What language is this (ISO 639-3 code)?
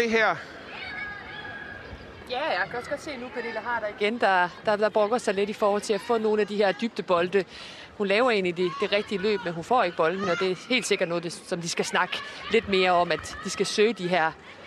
dan